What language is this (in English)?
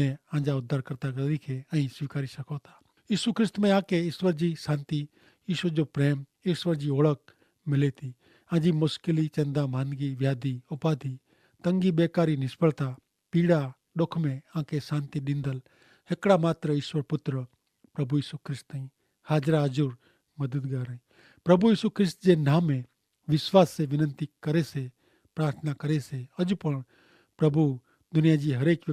Kachhi